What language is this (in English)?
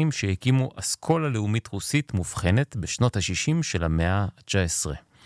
Hebrew